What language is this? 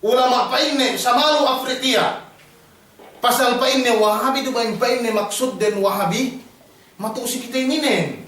Yakan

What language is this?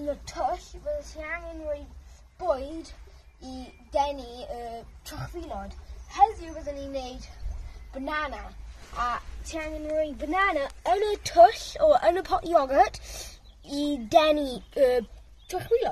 Welsh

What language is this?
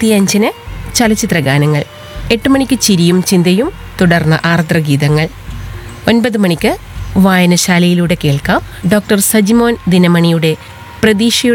Malayalam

